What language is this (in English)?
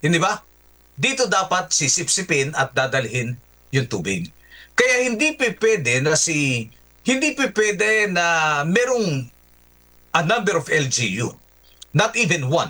Filipino